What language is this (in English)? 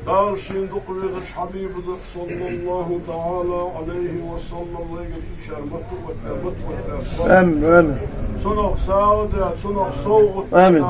Ingush